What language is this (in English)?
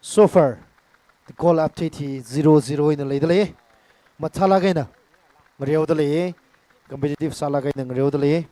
Tangkhul Naga (India)